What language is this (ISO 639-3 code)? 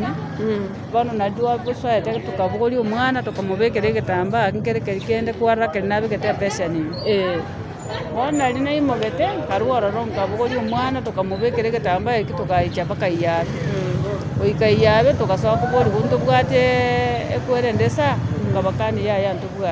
guz